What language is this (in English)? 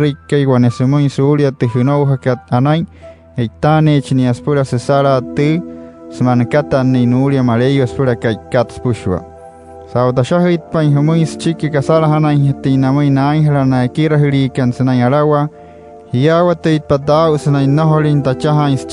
Wayuu